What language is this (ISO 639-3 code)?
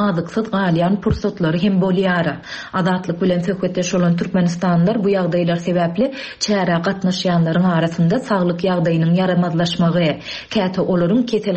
tuk